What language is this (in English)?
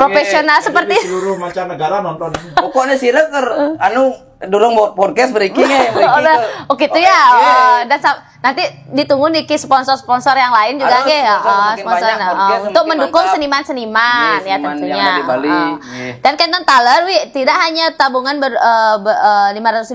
Balinese